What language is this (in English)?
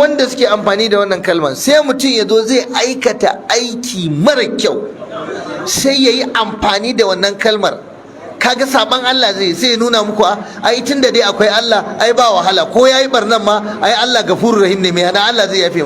Hausa